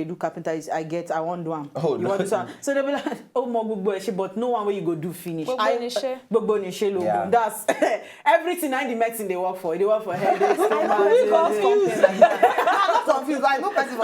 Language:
Nigerian Pidgin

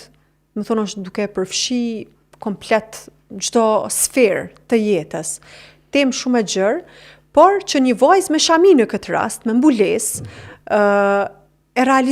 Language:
Albanian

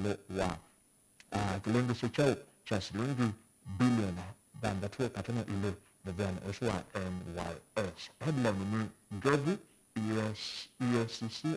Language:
Kamba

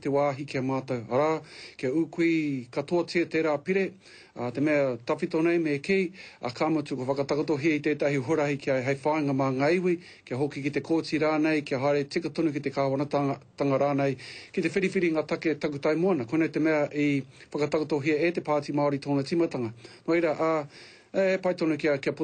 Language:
Māori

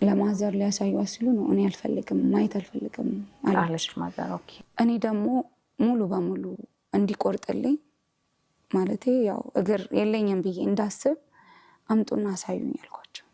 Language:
Amharic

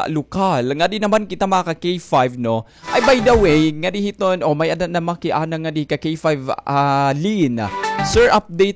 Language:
Waray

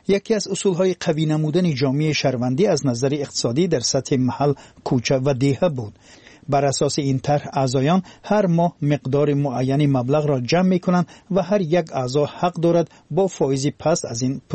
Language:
Tajik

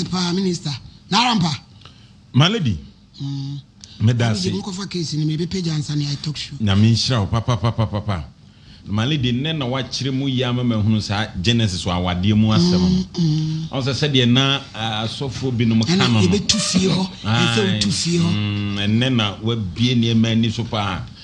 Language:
Akan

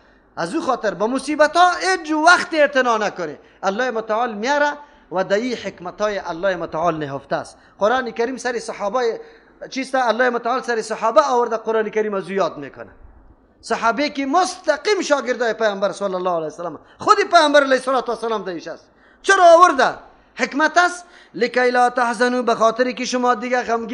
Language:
Persian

